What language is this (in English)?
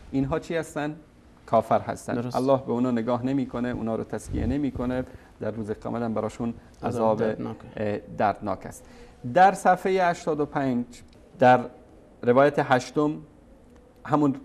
Persian